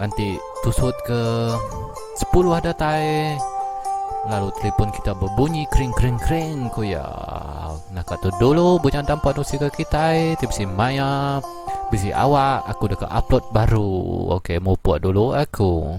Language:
Iban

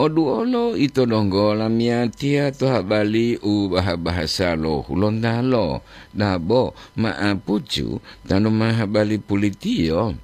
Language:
Gorontalo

